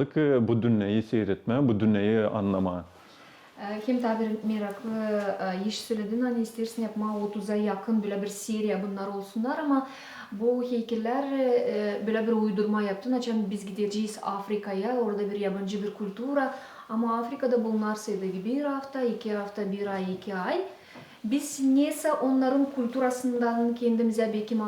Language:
Gagauz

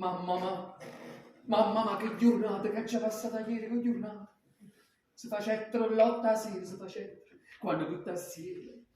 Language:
Neapolitan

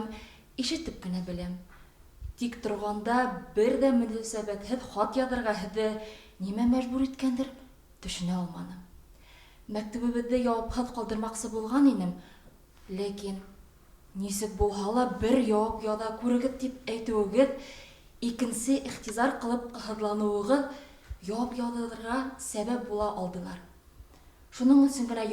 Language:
Bashkir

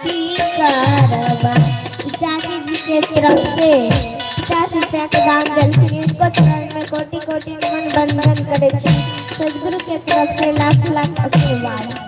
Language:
Maithili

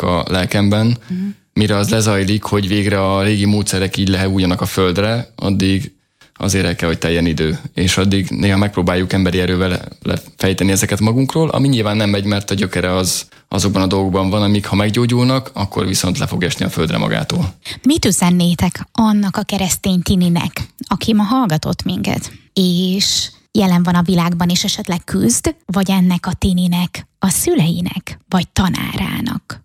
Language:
Hungarian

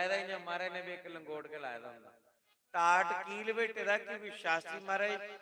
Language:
Dogri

